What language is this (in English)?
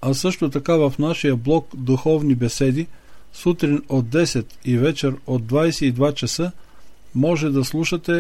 Bulgarian